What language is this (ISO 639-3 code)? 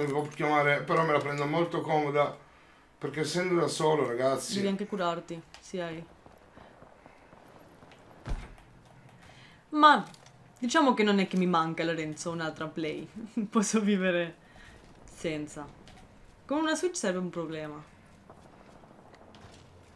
ita